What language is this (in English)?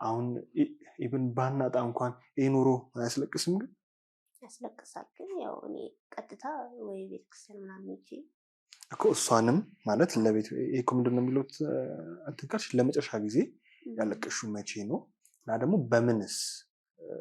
Amharic